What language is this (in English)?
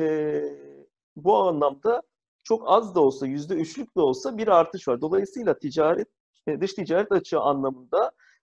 Turkish